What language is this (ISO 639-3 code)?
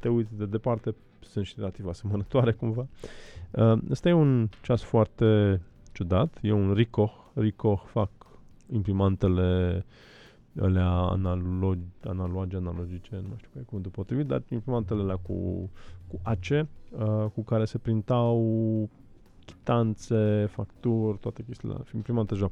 ron